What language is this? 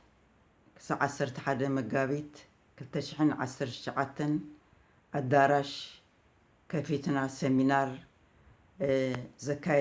Tigrinya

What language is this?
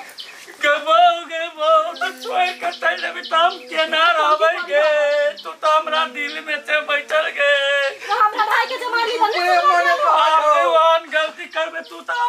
Maithili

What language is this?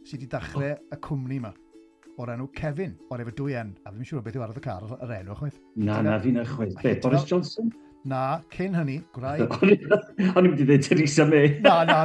Welsh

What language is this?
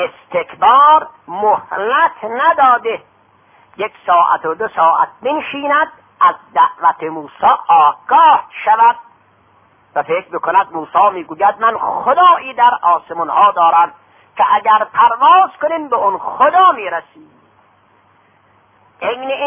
Persian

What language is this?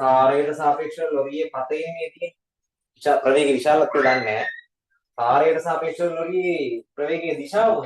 Sinhala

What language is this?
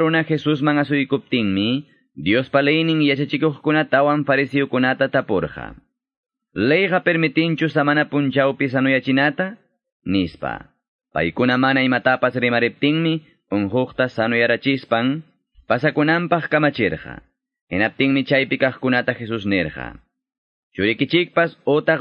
Quechua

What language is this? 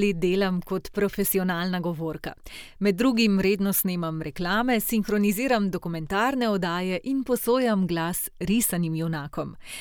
Slovenian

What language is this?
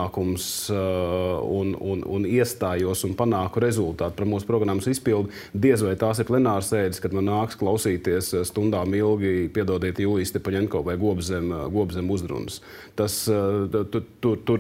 Latvian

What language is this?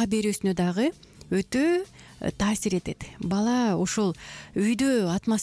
Kyrgyz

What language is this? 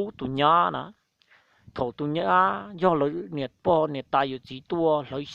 Hmong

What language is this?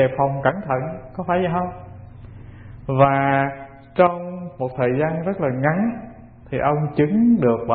Vietnamese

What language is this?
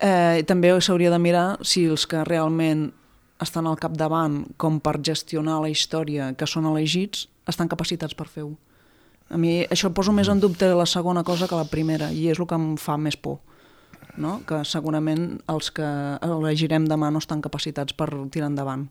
Catalan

